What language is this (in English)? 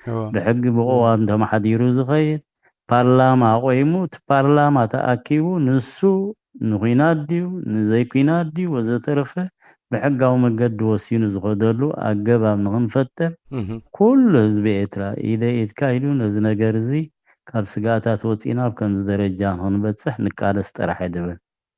Tigrinya